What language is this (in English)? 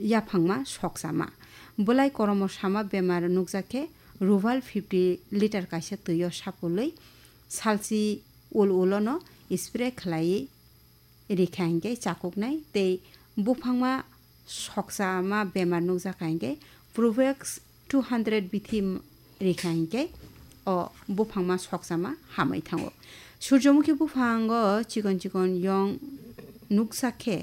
Kok Borok